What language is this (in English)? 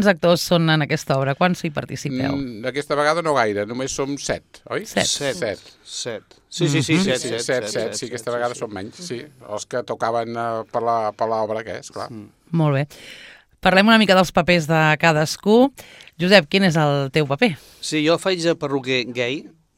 Catalan